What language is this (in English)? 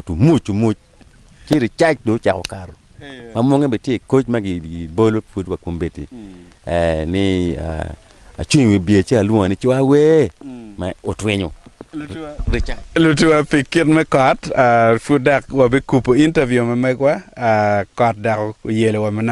Acoli